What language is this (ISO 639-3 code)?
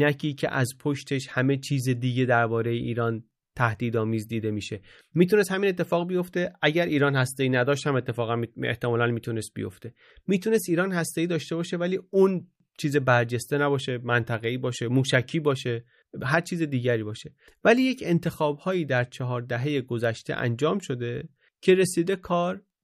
fas